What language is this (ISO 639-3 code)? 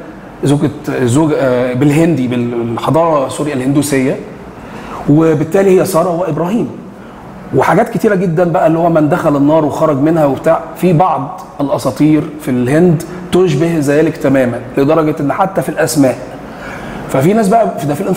arz